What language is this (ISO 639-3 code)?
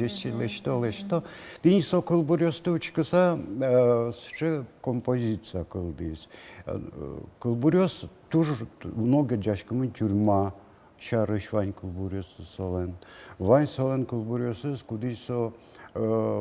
udm